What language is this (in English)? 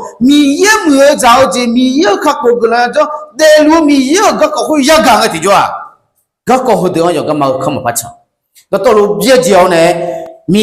Akha